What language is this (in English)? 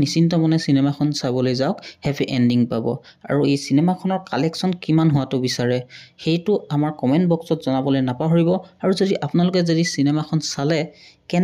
Assamese